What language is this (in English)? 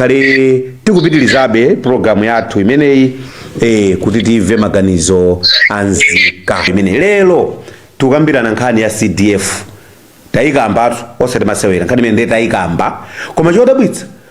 Nyanja